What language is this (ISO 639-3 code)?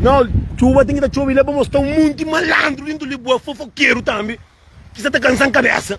kea